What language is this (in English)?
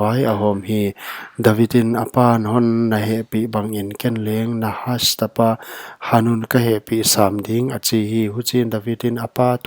Paite Chin